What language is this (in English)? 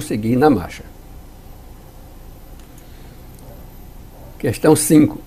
Portuguese